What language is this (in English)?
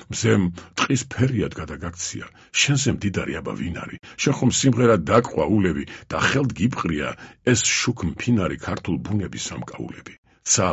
Georgian